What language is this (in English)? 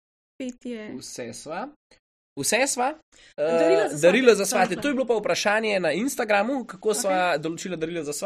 Slovenian